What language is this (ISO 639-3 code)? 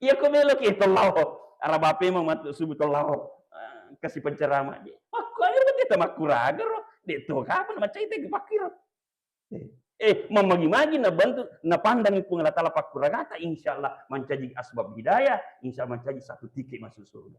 bug